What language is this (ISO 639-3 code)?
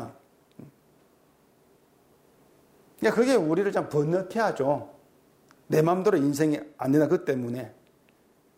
kor